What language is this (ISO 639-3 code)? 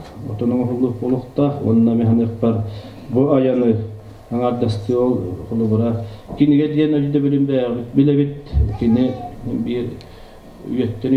sah